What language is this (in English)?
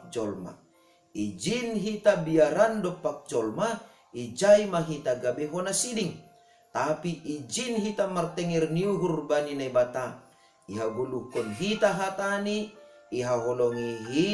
Batak Simalungun